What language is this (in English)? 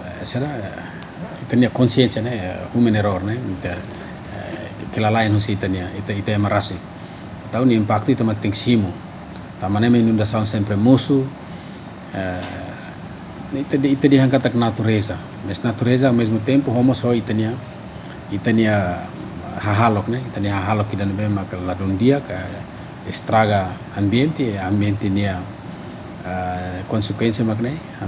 Tetum